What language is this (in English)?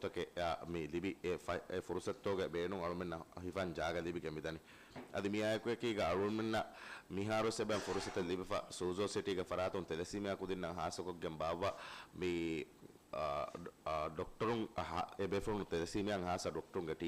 Divehi